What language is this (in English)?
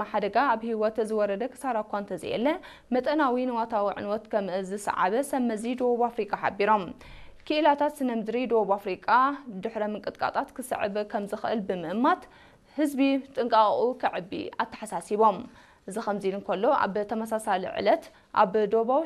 Tigrinya